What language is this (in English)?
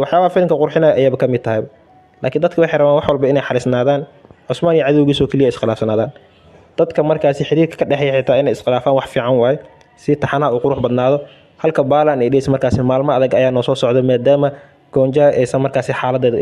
Somali